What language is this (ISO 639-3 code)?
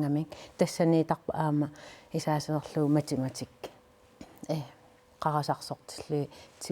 kal